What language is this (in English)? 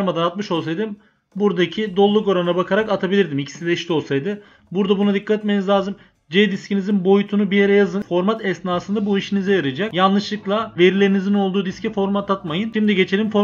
Turkish